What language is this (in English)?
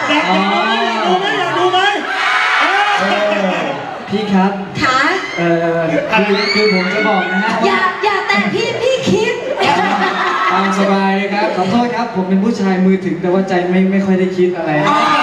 Thai